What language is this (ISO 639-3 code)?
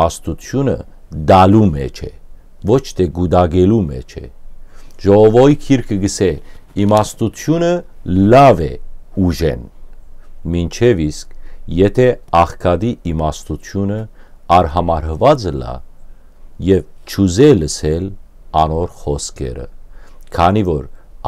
hyw